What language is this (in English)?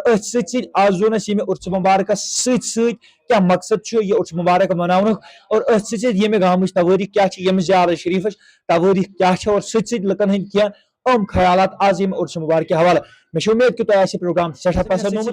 Kashmiri